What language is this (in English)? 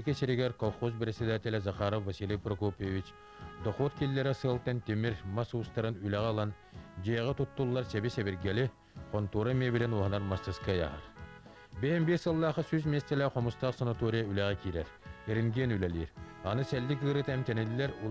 Yakut